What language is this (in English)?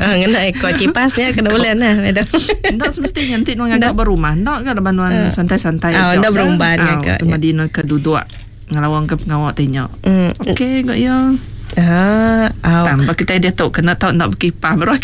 Iban